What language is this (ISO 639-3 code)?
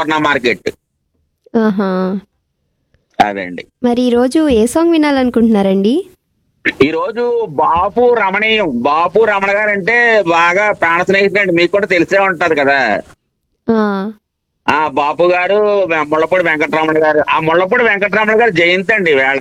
tel